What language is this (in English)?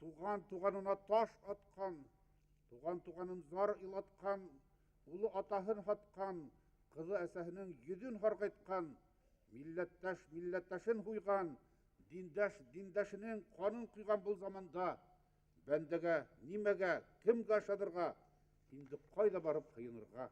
Bashkir